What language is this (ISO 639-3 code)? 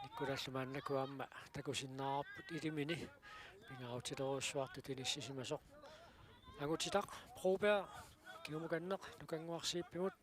kal